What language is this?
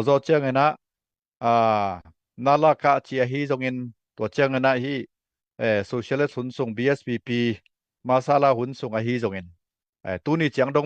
Tedim Chin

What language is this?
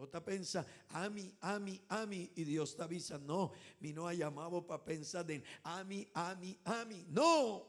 Papiamento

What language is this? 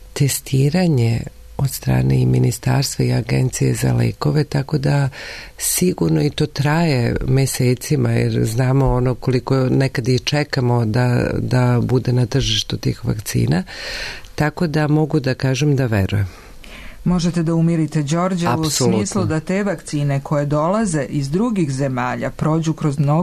Serbian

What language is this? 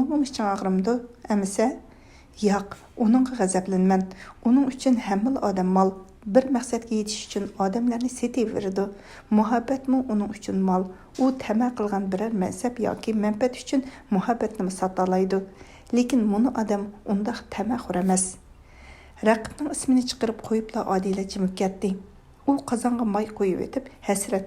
Uyghur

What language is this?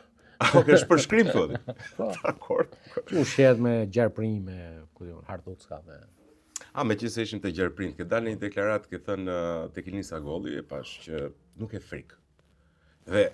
Albanian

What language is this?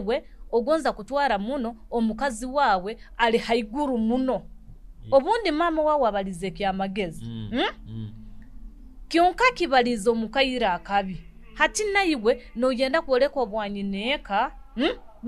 Nyoro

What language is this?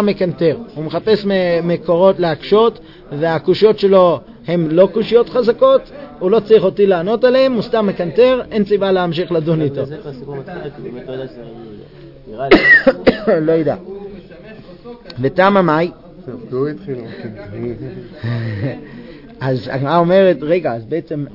Hebrew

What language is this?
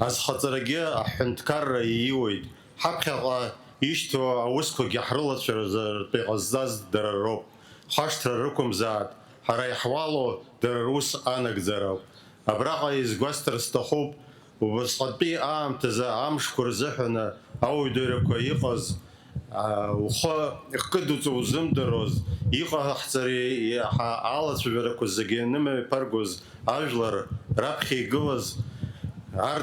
Abkhazian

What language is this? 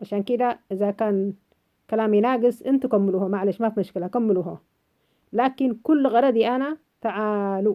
North Levantine Arabic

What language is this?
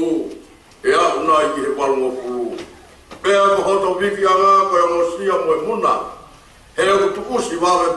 Tongan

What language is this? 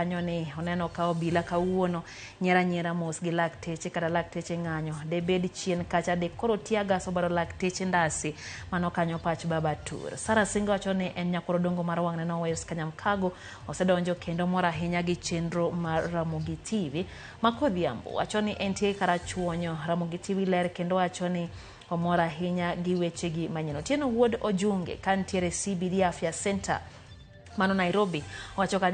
Luo (Kenya and Tanzania)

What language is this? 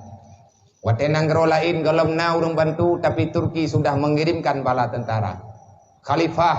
Achinese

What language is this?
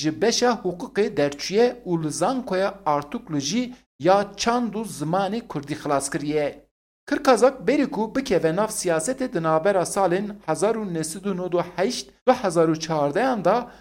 Kurdish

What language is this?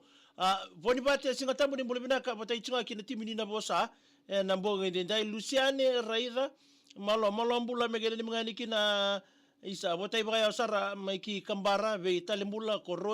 Fijian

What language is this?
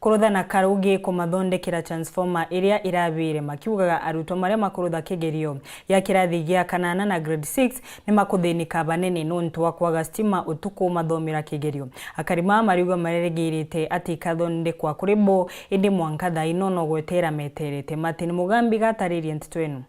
Meru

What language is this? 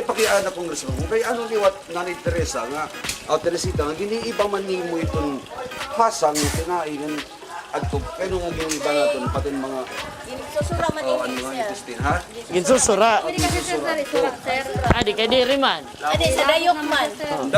Waray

